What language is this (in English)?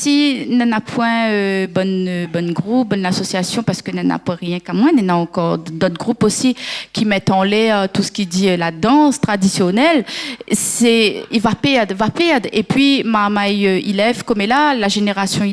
Réunion Creole French